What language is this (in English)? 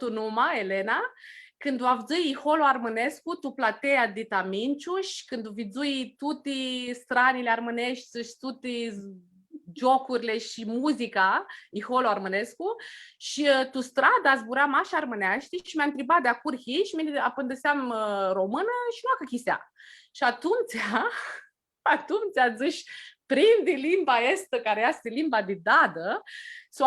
Aromanian